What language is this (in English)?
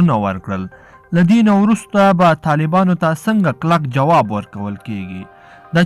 Pashto